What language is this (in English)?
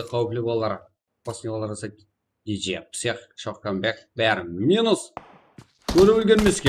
Kara-Kalpak